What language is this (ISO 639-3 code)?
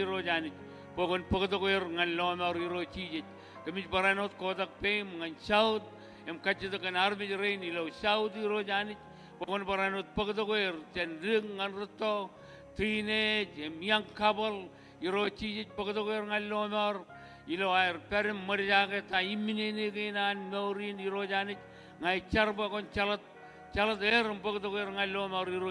mah